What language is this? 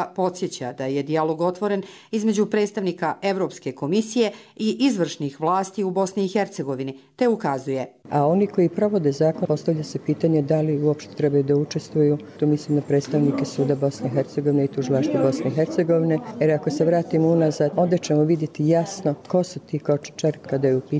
Bosnian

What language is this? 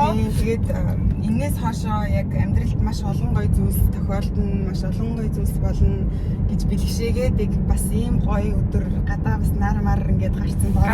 Mongolian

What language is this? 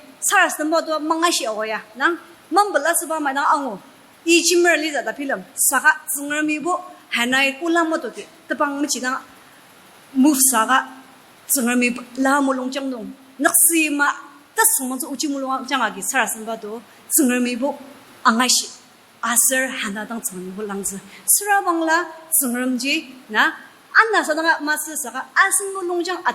Ao Naga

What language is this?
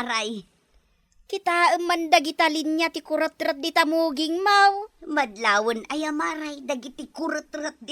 Iloko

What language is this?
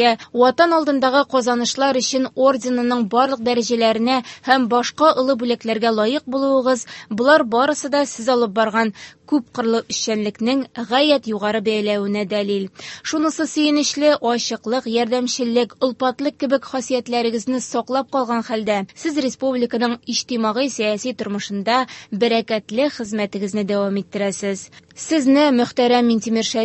Tatar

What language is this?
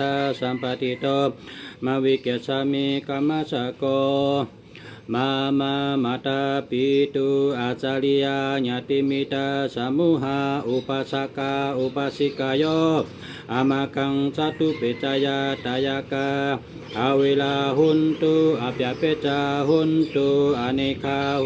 Shan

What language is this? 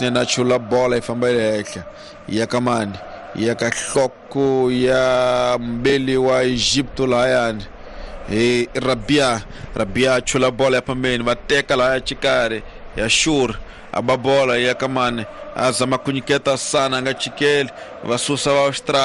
Tsonga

